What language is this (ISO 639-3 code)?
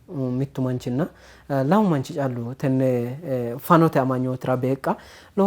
sid